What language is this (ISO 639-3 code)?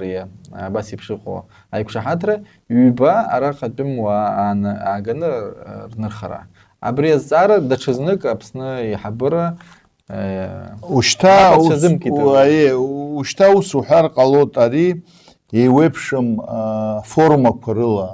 abk